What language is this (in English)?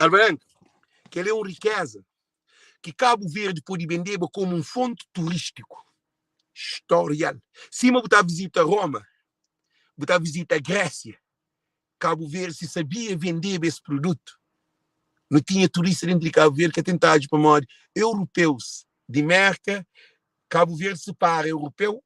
Kabuverdianu